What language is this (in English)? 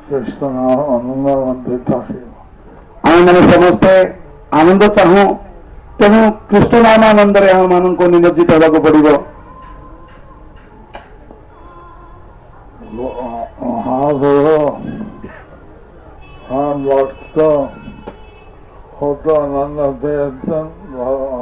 Odia